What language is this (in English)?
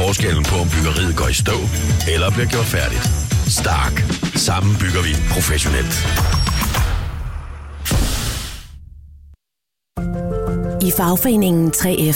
Danish